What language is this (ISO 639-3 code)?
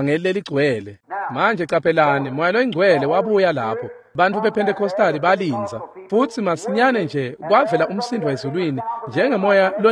ssw